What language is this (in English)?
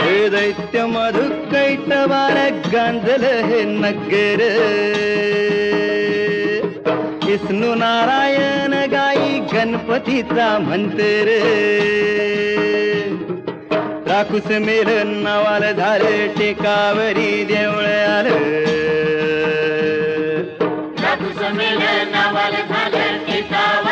Marathi